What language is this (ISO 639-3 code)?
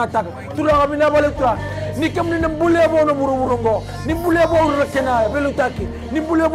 fij